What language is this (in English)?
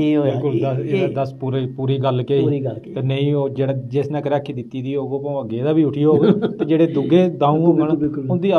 Dogri